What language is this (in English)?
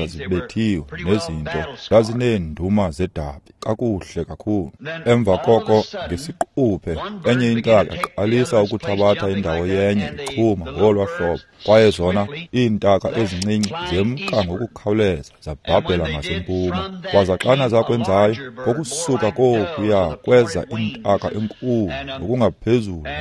Xhosa